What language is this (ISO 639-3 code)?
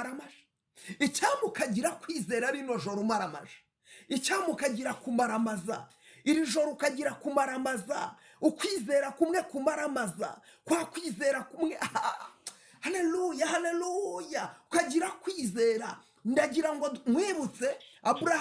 kin